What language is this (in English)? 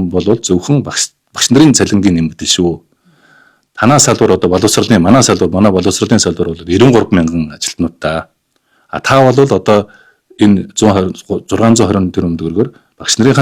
Mongolian